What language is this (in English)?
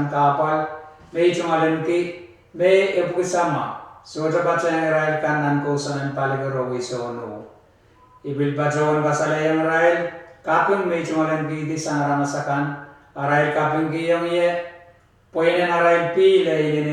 Pohnpeian